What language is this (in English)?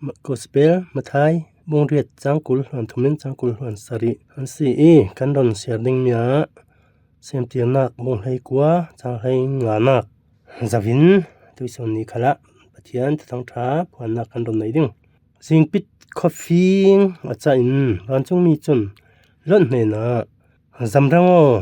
Falam Chin